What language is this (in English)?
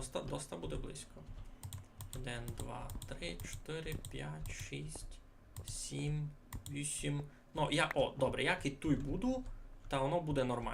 Rusyn